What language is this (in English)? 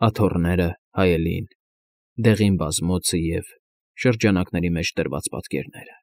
Armenian